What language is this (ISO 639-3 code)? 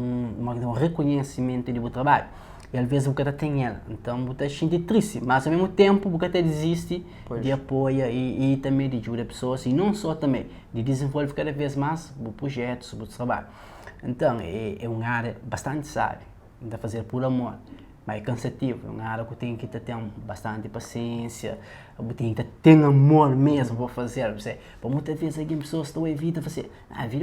kea